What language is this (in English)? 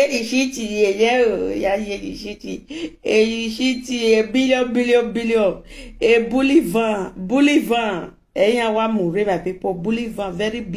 Nigerian Pidgin